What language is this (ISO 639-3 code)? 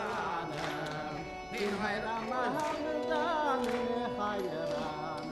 bak